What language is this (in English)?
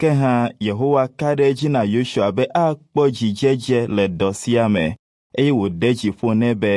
Ewe